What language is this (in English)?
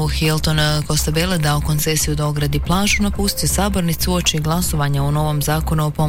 Croatian